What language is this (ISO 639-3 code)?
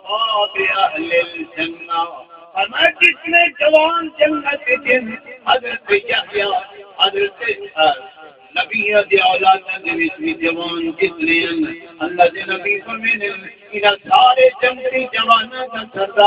skr